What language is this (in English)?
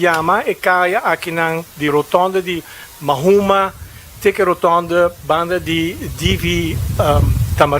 Papiamento